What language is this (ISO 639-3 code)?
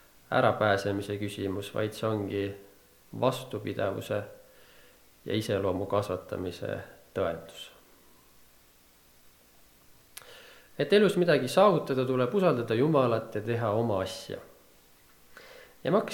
est